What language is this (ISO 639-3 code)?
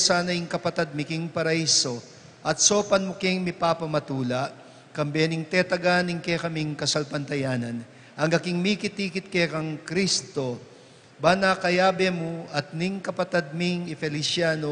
pam